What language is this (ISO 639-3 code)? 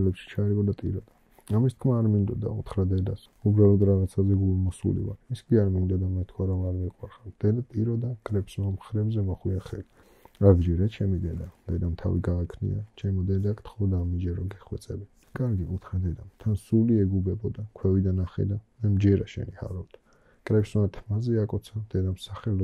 kat